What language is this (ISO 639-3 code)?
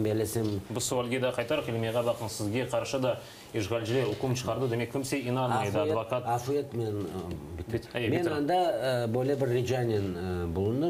crh